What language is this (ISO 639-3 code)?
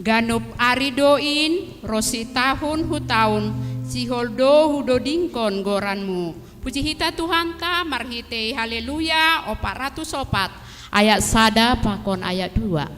bts